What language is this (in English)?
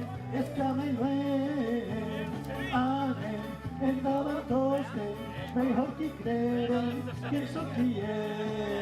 Occitan